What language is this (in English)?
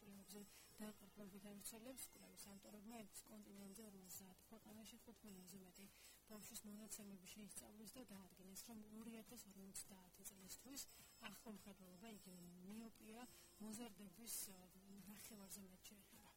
Georgian